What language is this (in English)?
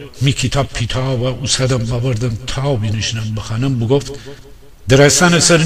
Gilaki